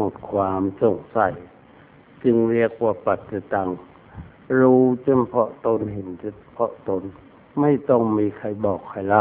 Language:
Thai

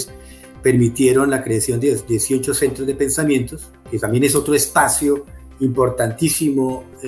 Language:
Spanish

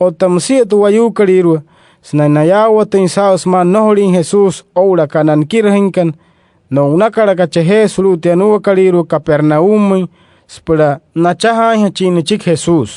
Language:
Wayuu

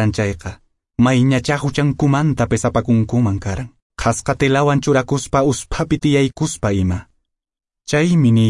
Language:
Quechua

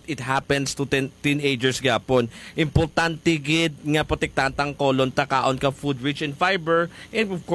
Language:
Hiligaynon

